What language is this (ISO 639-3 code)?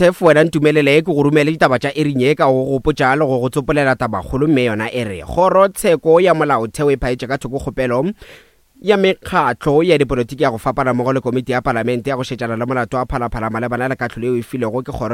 nso